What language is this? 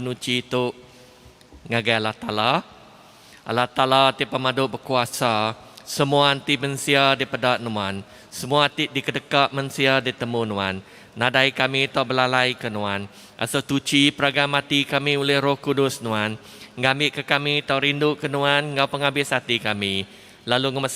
Iban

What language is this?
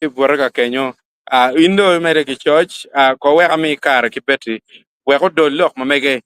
Acoli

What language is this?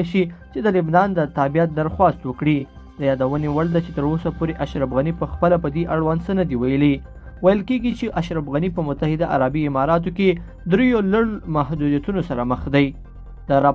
Pashto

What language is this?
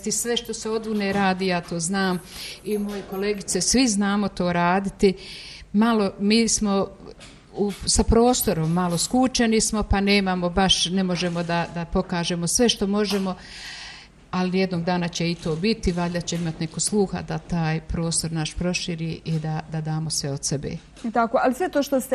Bosnian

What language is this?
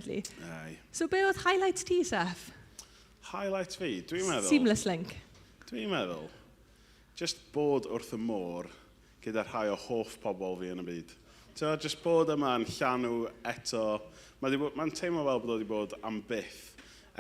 Welsh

